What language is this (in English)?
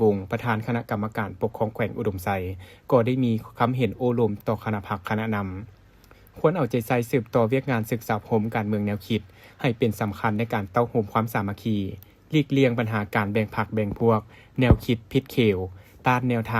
Lao